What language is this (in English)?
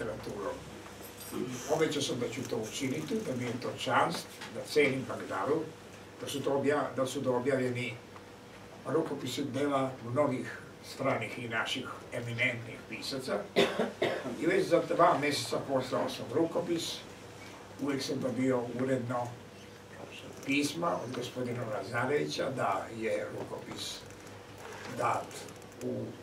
Serbian